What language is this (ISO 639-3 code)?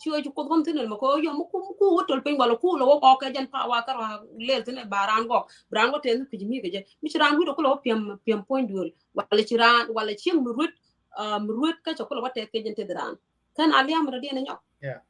nus